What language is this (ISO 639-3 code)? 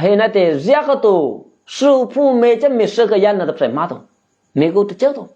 eky